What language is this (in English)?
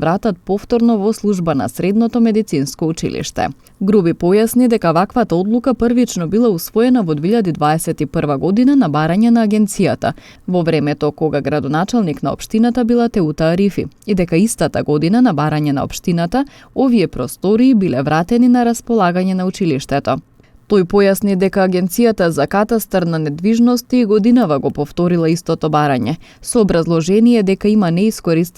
Macedonian